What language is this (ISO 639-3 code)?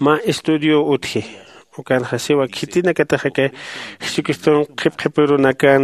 aym